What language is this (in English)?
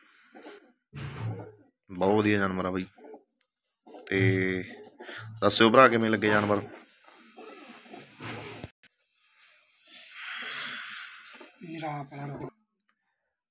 Punjabi